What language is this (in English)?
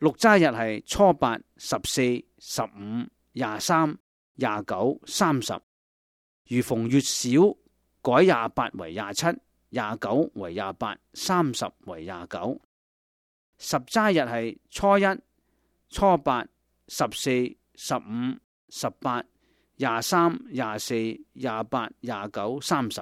Cantonese